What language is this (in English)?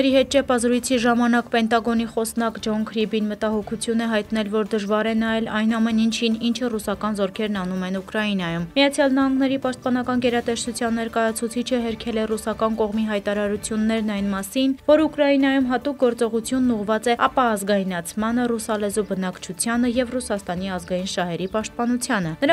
Armenian